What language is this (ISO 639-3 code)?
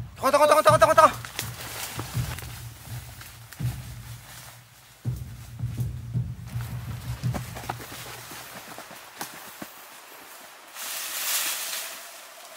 fil